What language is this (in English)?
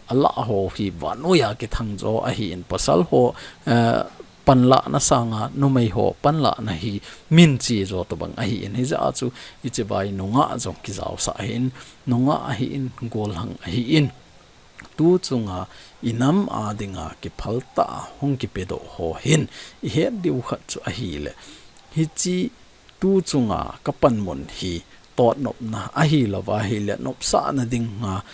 Thado Chin